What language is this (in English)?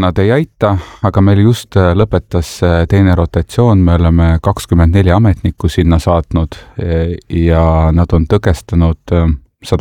Estonian